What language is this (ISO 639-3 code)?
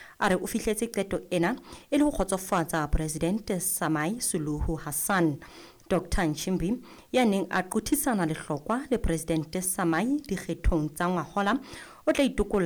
sot